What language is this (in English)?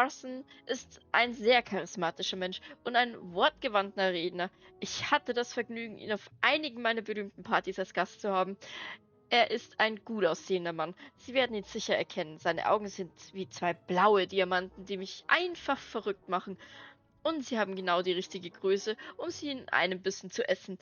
Bavarian